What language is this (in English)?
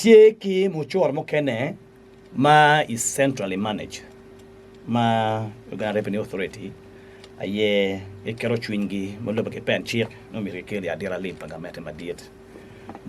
Acoli